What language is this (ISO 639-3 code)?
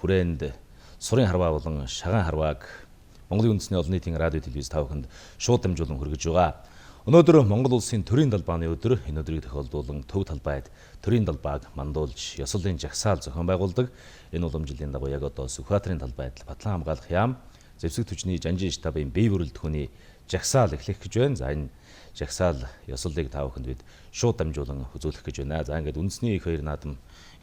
mon